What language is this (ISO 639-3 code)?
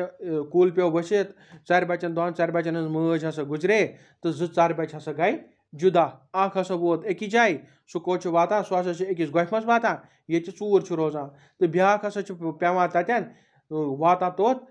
kas